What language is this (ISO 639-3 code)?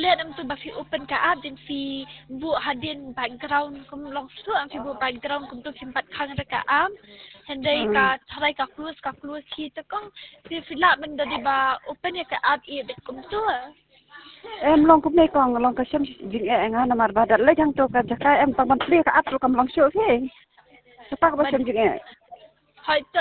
kha